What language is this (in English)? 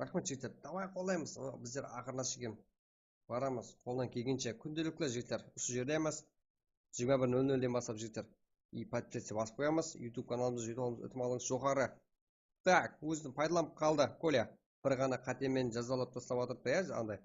Kara-Kalpak